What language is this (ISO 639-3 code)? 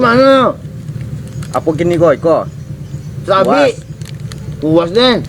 min